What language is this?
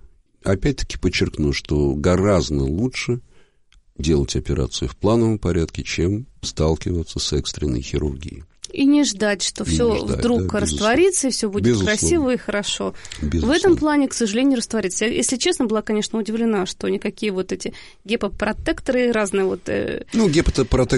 Russian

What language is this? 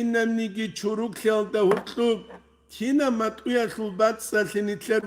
Avaric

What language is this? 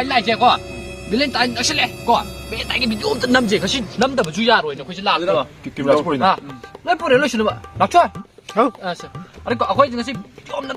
Manipuri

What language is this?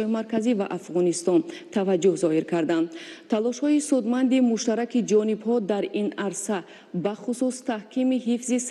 Tajik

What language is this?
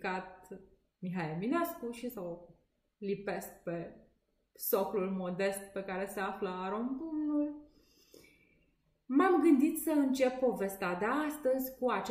Romanian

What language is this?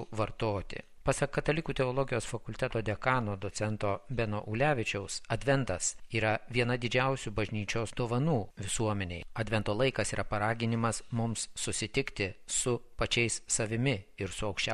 Lithuanian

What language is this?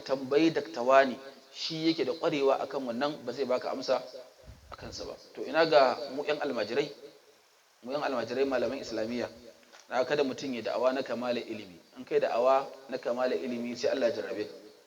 Hausa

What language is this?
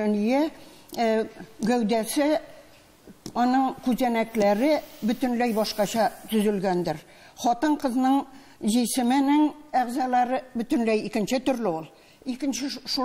Tatar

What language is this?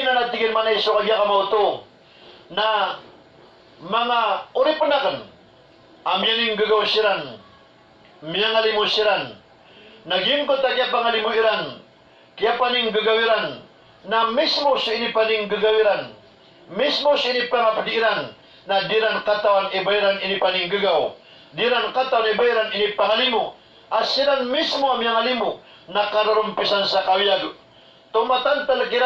Maranao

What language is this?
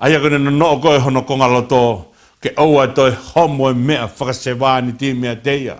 Tongan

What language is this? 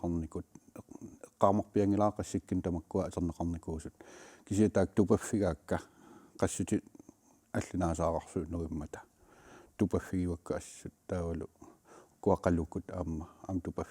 Kalaallisut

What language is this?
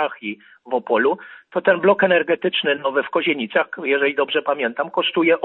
Polish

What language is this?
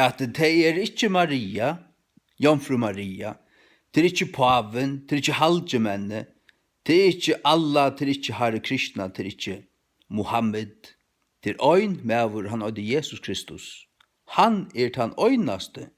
Faroese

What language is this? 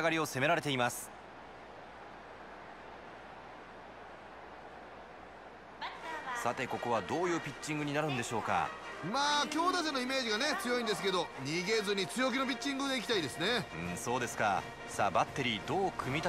Japanese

